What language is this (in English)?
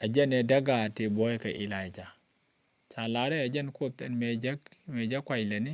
Nuer